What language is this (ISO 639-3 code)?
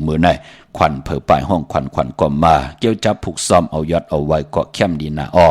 shn